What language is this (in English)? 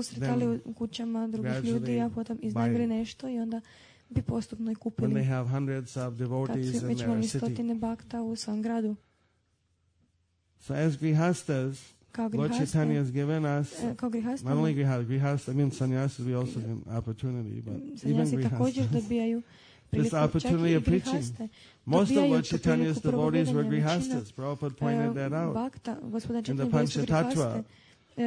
Croatian